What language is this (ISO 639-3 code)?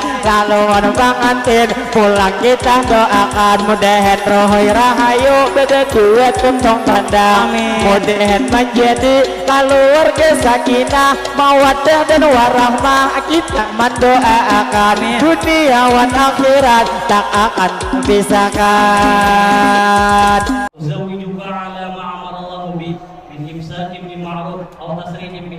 bjn